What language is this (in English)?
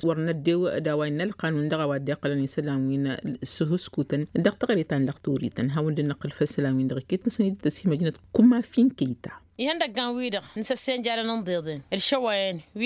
Tamasheq